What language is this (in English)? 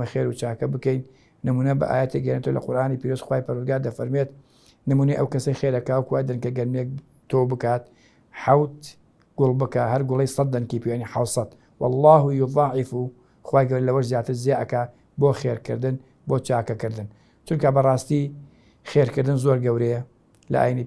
Central Kurdish